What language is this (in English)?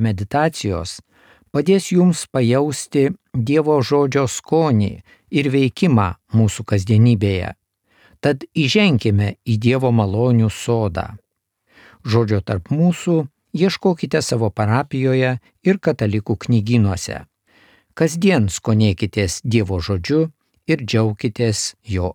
Lithuanian